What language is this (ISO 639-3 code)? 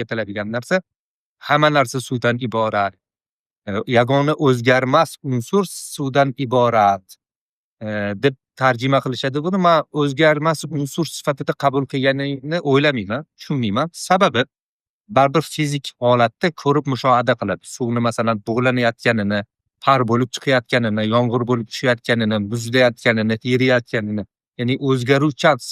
uzb